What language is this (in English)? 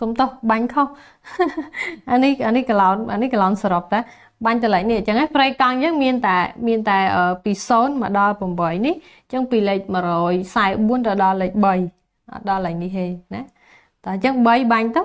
Khmer